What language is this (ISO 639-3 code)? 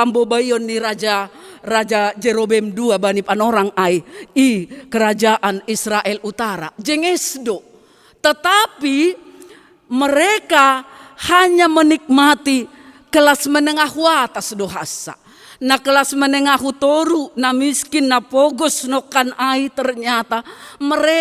bts